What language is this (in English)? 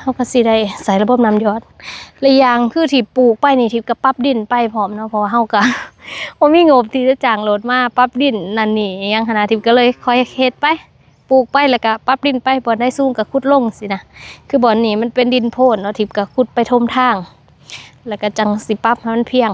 Lao